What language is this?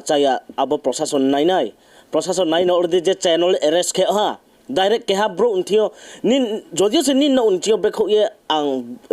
Riang (India)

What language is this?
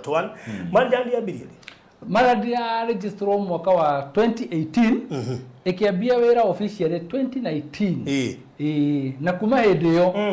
Kikuyu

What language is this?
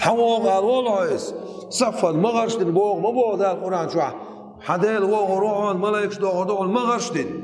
Chechen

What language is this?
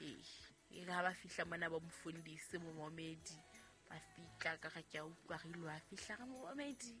Southern Sotho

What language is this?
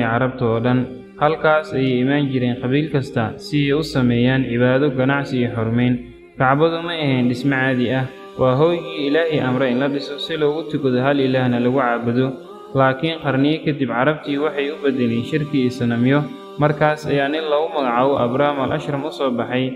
Somali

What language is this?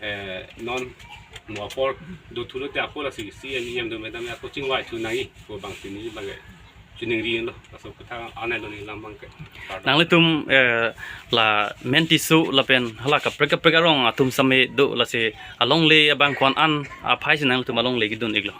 Karbi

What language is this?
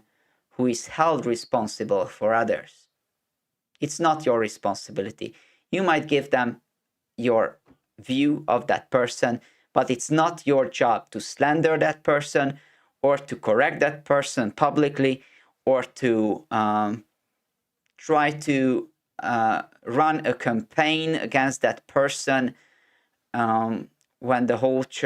English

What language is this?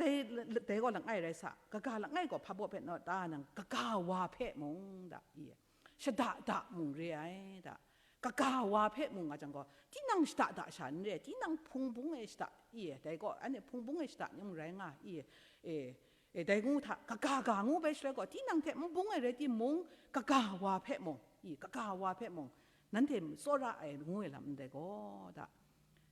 Kachin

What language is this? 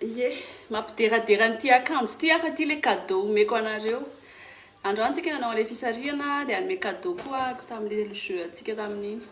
Malagasy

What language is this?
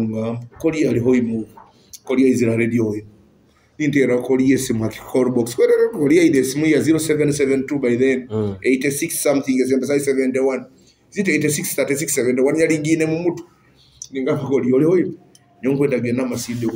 Nyoro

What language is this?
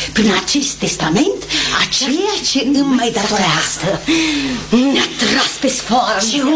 Romanian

